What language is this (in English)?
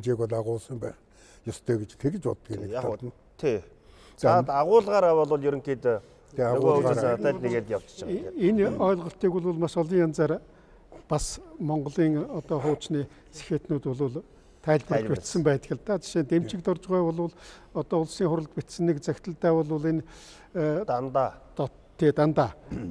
Mongolian